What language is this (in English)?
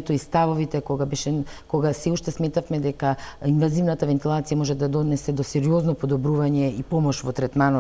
Macedonian